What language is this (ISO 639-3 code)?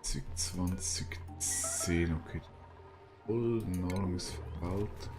gsw